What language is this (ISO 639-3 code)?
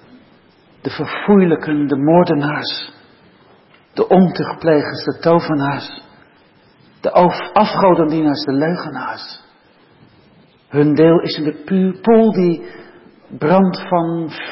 nld